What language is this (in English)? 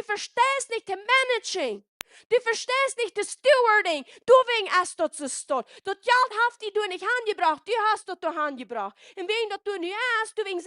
Plautdietsch